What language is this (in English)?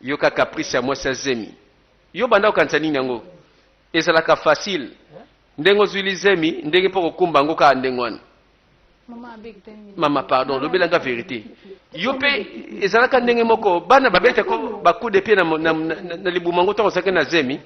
Lingala